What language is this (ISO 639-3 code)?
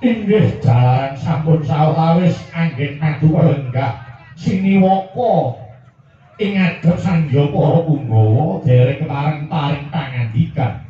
jav